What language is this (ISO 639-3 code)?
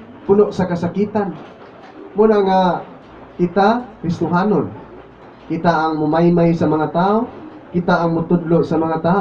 ceb